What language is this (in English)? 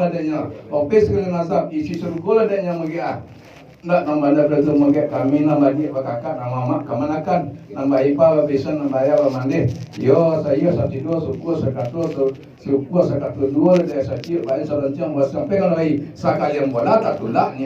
Minangkabau